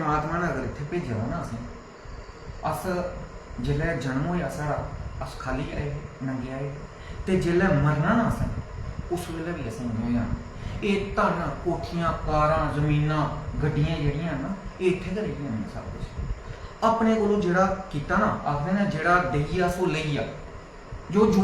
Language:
Dogri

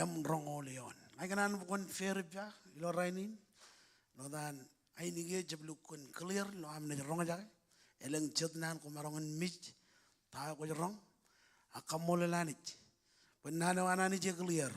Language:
Marshallese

